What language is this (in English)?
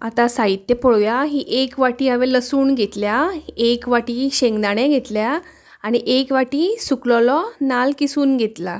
Konkani